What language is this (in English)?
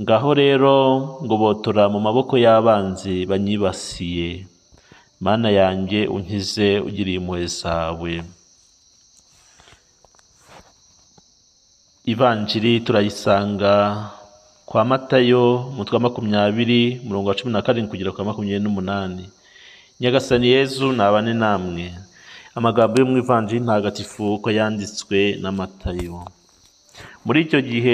Kinyarwanda